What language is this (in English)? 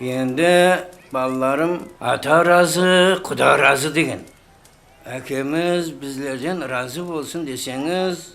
Kara-Kalpak